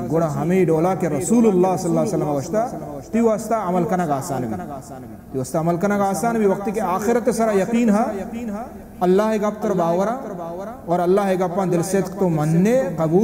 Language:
Baluchi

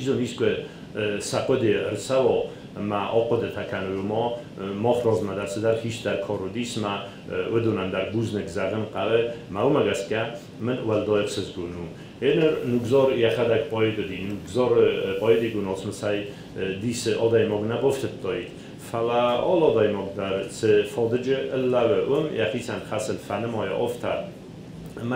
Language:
Ossetic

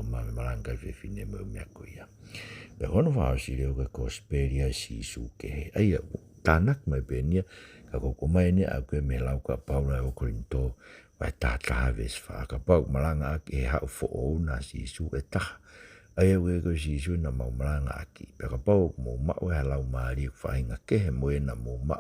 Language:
Tongan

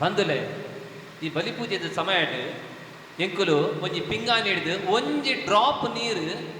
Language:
Tulu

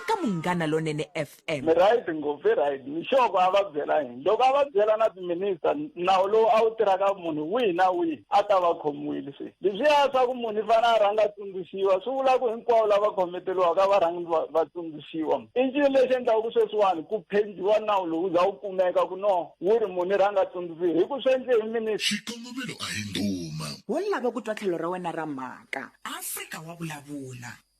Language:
Tsonga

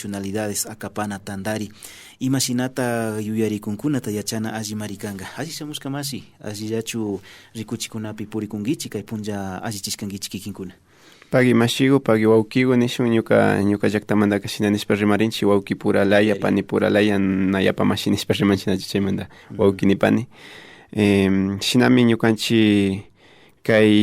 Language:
Imbabura Highland Quichua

